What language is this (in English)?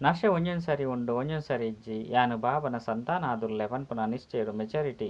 Tulu